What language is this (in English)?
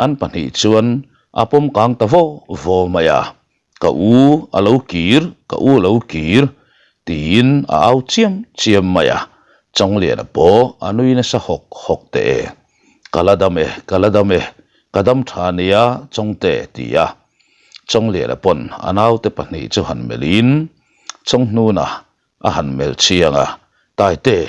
Mizo